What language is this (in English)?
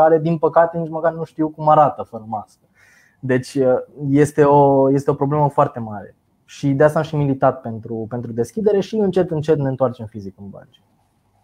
Romanian